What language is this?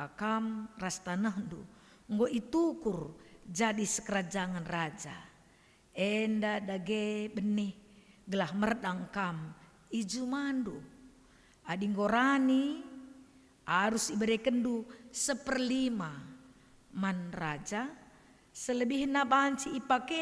Batak Karo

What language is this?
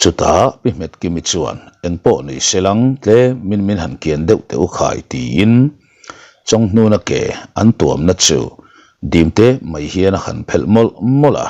Mizo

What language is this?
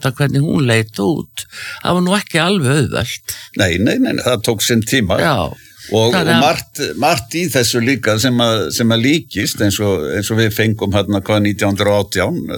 Icelandic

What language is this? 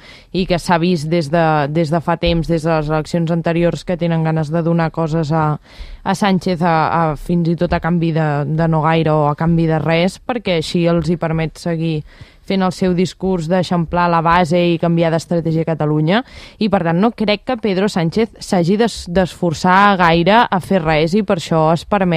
Catalan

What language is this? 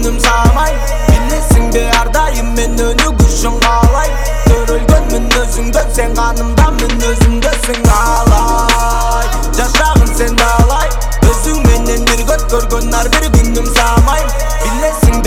Kyrgyz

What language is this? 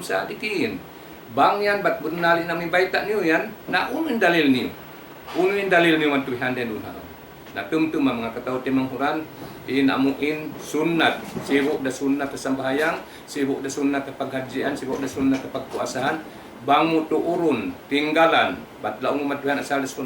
Tausug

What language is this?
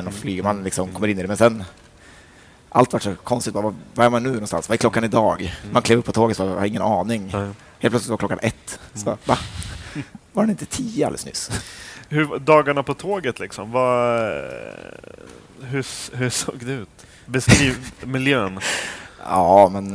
Swedish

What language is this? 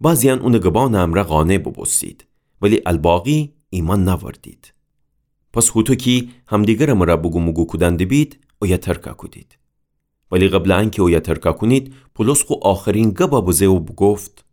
Gilaki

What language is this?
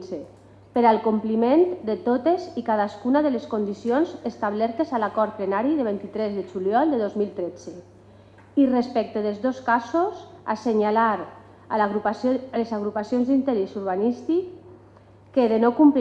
Catalan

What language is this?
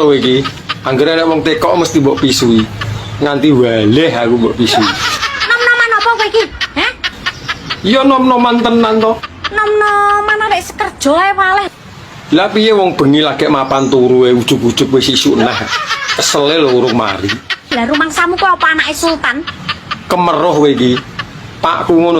Javanese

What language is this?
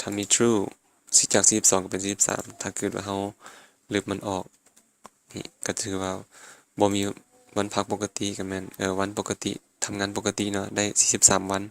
Lao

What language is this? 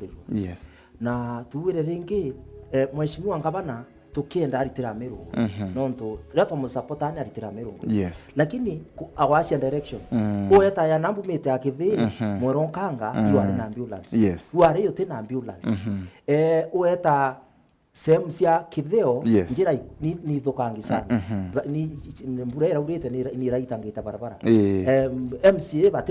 Meru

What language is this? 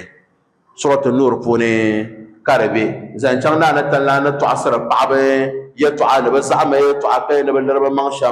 Dagbani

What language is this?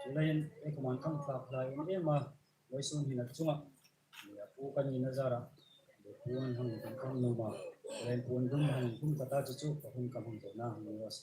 Hmar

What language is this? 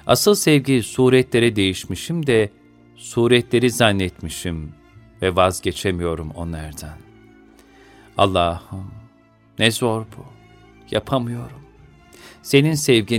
Turkish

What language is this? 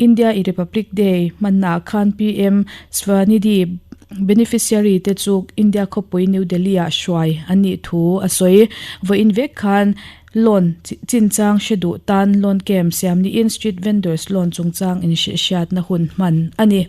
Mizo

